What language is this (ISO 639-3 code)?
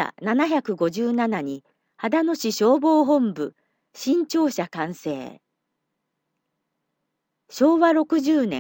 jpn